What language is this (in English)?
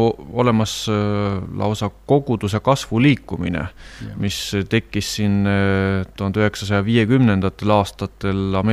Estonian